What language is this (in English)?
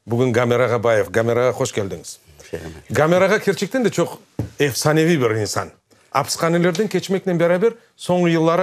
Crimean Tatar